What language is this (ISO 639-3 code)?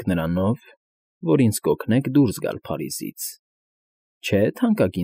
hye